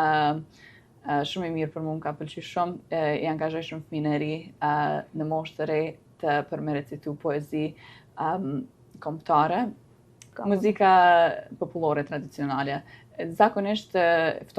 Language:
Albanian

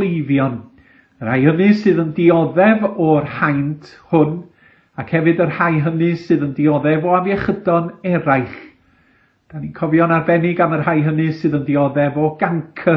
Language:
Welsh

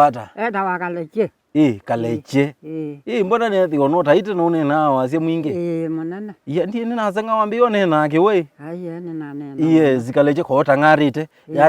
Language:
Kamba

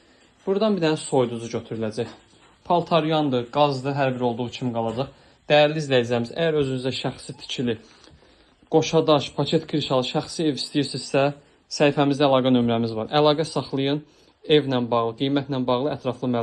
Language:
Azerbaijani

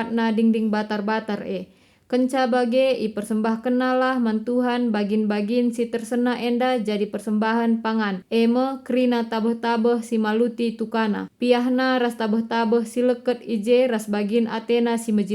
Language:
Batak Karo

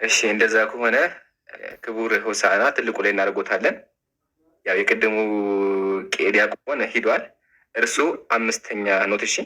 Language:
Amharic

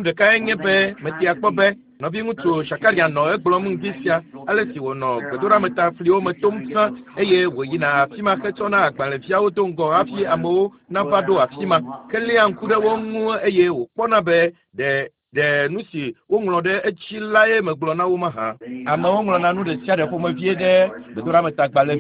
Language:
Ewe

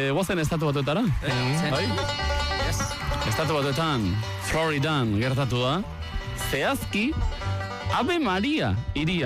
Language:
Basque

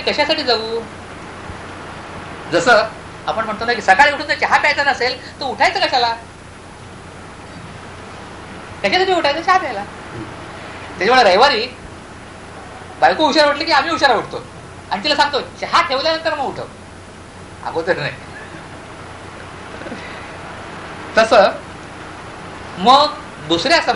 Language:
Marathi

